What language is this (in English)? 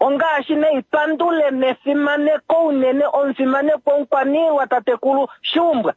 Kuanyama